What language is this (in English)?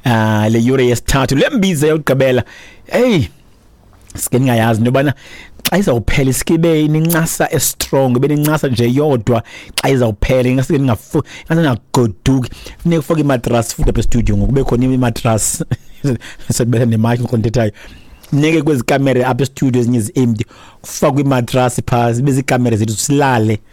Xhosa